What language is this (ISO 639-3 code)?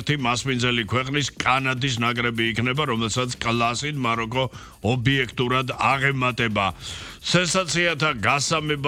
kat